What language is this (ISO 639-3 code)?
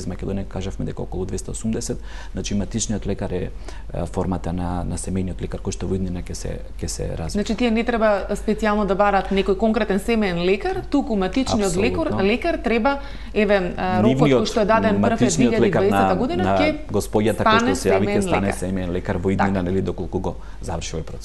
mkd